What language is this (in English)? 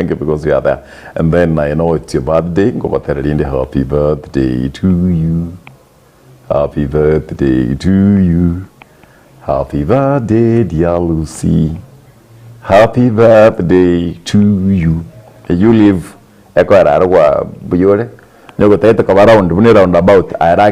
Gusii